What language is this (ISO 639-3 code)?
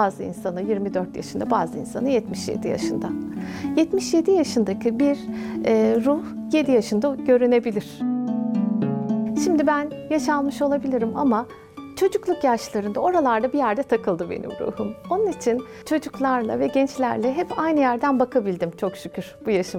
tur